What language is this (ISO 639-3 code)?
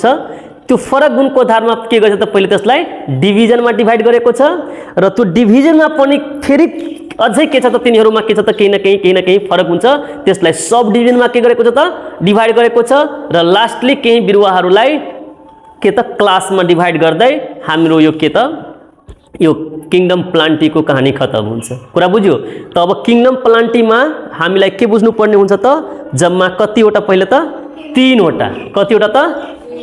nep